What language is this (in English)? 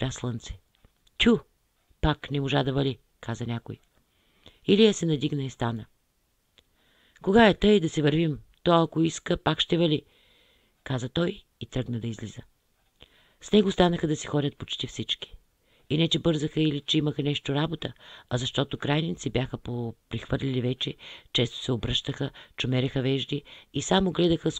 Bulgarian